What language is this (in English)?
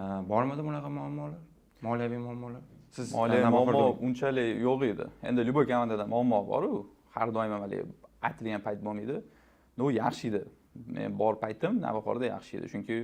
Uzbek